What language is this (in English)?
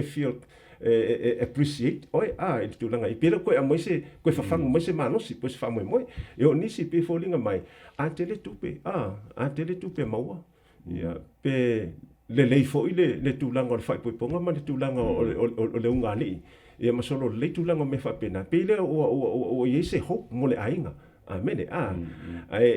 Samoan